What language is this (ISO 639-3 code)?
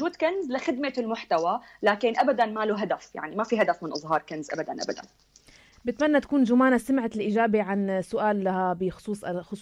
apc